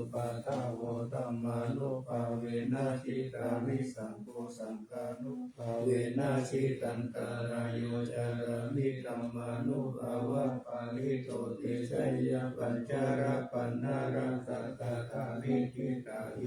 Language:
Pali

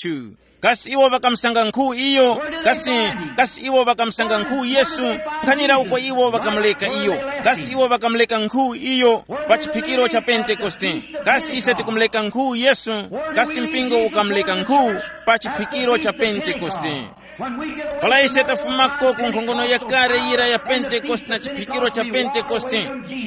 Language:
Tumbuka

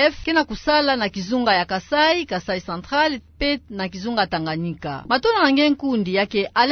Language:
Kituba (Democratic Republic of Congo)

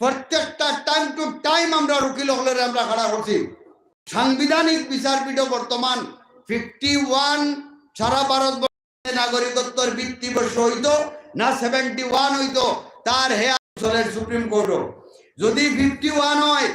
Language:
Sylheti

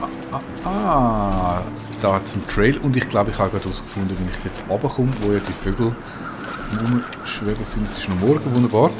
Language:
Swiss German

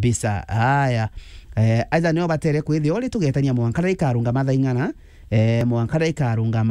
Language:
Meru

